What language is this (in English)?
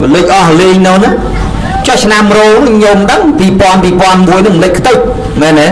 Khmer